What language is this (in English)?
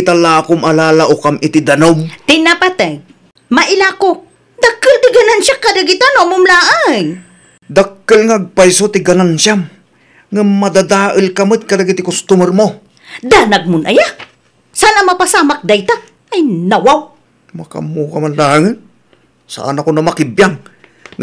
Iloko